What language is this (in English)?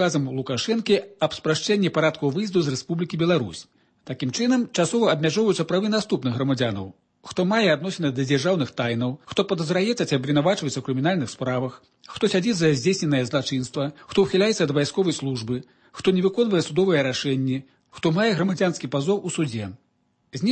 Belarusian